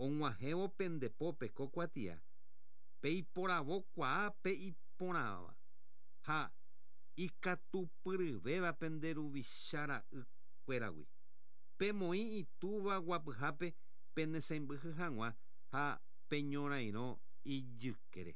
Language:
Guarani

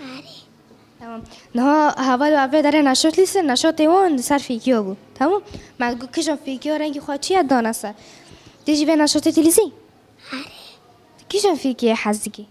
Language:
Kurdish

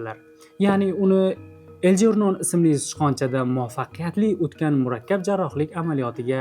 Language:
Uzbek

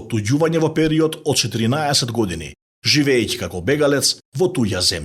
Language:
Macedonian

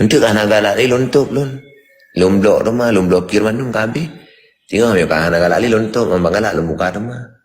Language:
Achinese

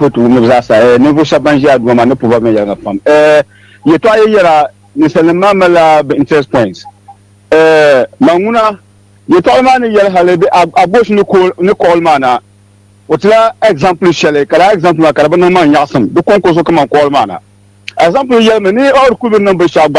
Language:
Dagbani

